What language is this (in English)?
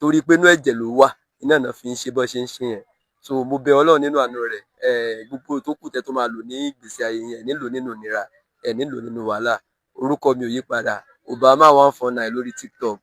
Yoruba